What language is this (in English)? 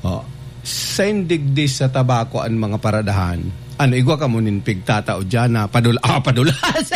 Bikol